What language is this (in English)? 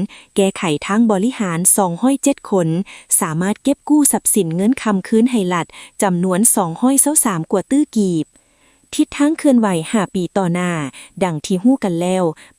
Lao